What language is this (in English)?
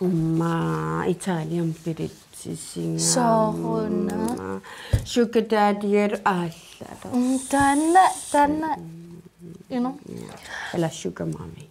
Kalaallisut